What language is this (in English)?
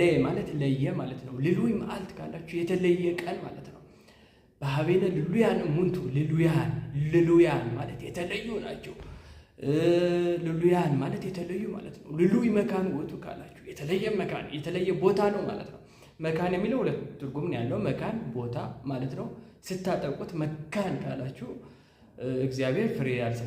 Amharic